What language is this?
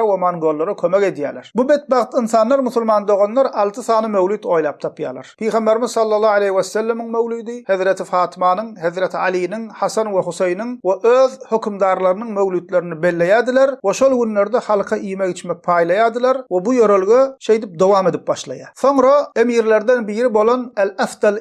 Turkmen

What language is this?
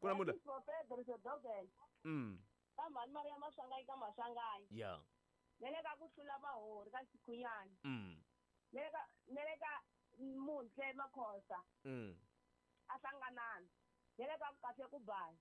Tsonga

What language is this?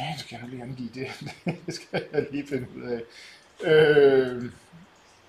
Danish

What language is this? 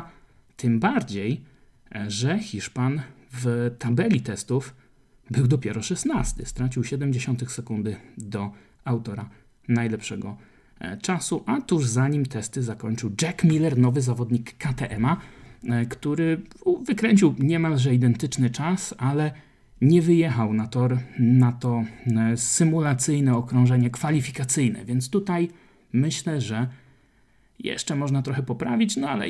Polish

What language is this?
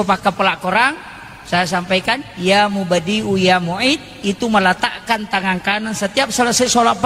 Buginese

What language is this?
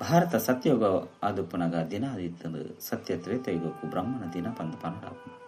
Tulu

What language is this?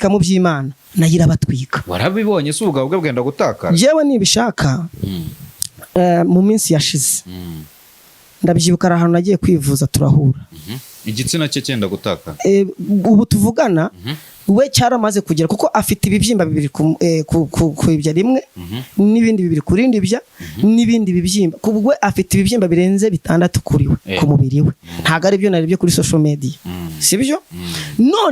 Kinyarwanda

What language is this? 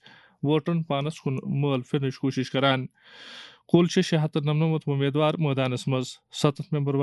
Kashmiri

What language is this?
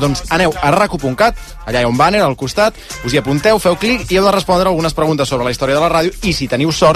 Catalan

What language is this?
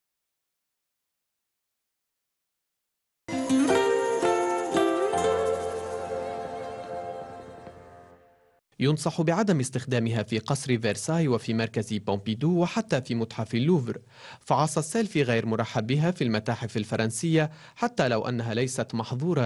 Arabic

